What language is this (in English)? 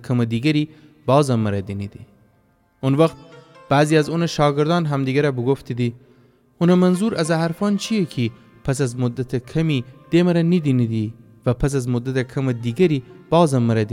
Gilaki